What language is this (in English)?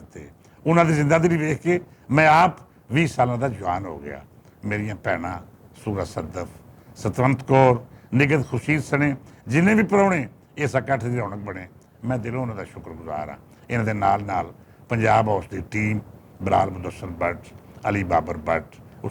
Western Panjabi